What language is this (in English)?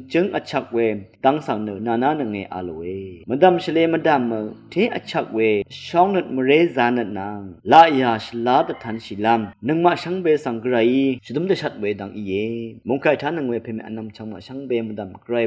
Rawang